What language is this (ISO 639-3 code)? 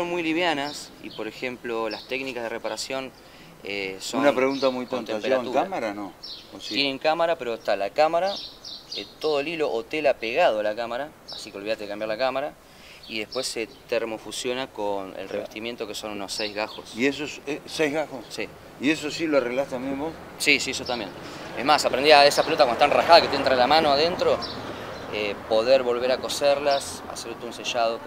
spa